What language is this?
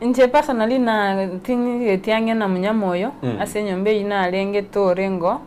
Gusii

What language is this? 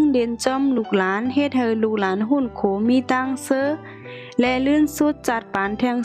Shan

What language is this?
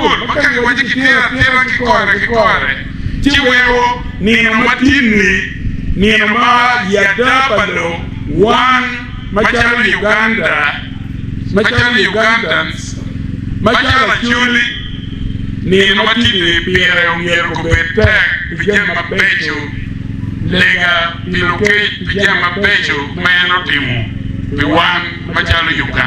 Acoli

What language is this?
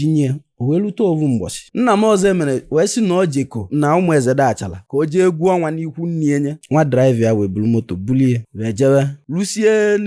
Igbo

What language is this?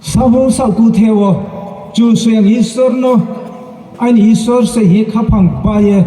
Riang (India)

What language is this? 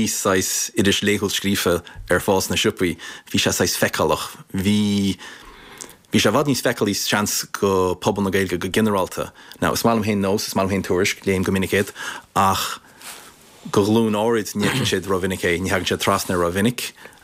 Irish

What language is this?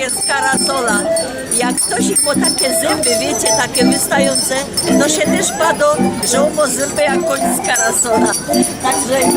Silesian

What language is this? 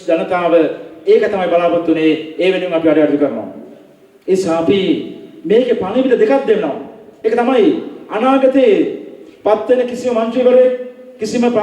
Sinhala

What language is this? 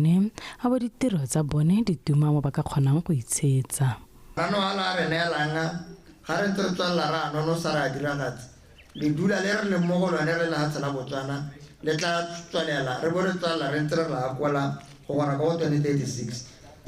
Tswana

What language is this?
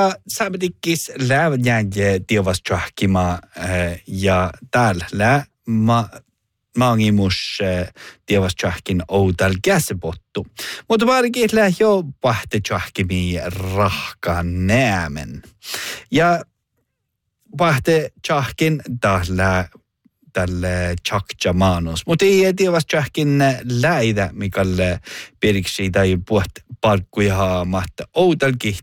Northern Sami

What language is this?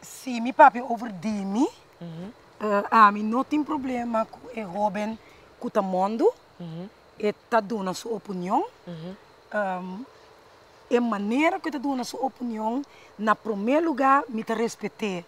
Papiamento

